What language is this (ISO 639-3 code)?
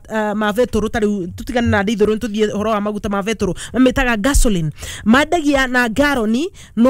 kik